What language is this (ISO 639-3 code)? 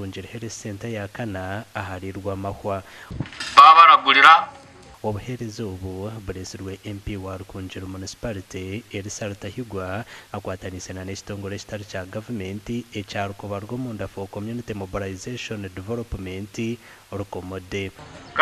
nyn